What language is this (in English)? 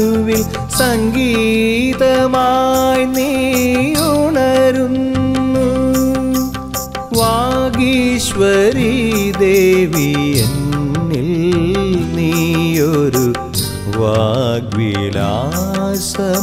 Malayalam